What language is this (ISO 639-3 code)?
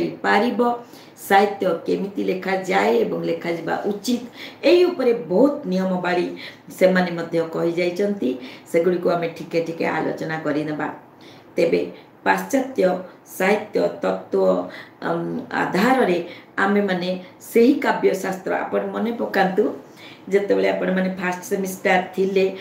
ori